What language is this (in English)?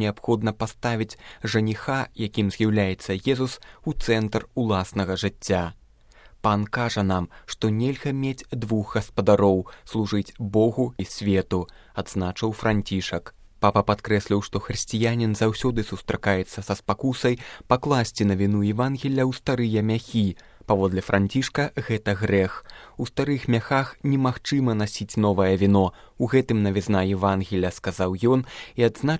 Belarusian